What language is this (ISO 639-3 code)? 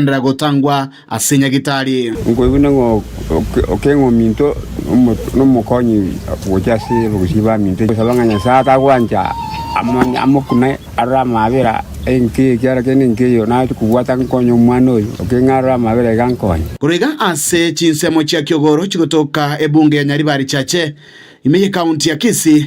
guz